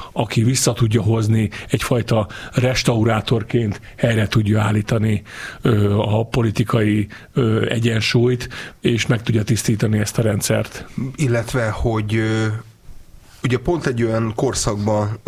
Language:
Hungarian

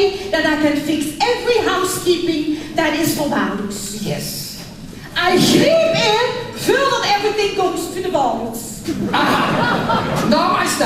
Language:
Limburgish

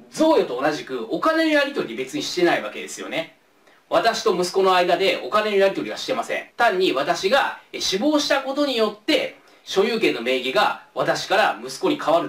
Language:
Japanese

